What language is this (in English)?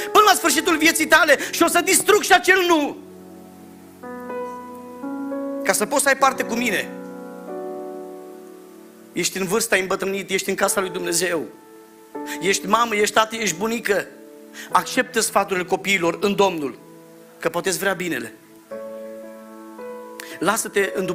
Romanian